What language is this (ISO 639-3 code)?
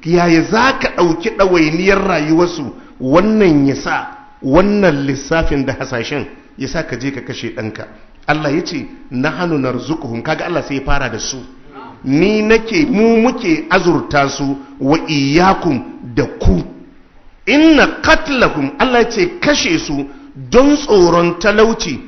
hau